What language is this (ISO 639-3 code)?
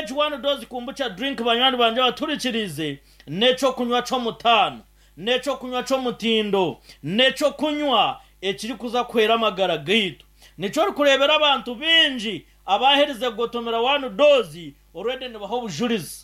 nyn